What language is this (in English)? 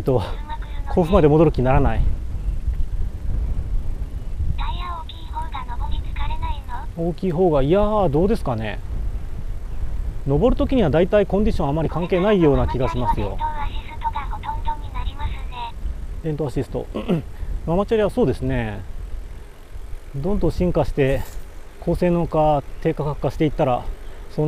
Japanese